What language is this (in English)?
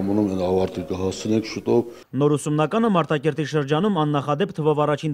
Armenian